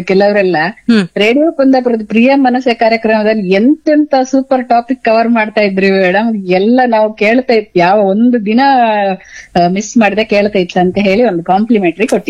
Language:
Kannada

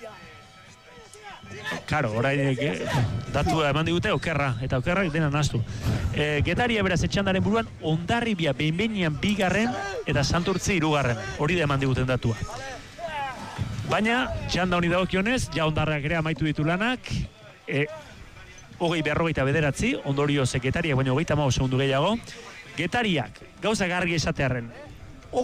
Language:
Basque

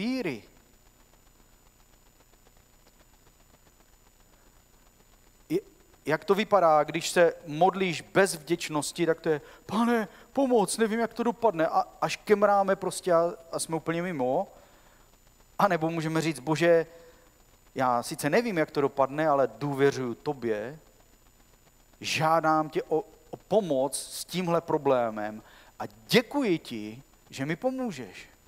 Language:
Czech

